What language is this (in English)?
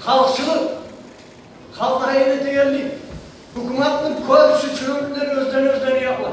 Kumyk